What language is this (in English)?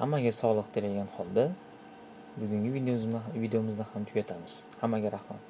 Uzbek